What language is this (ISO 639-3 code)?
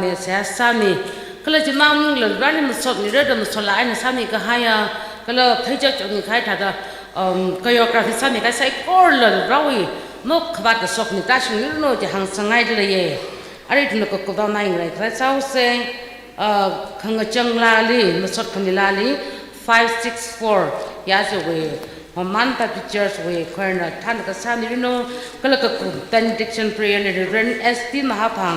nmf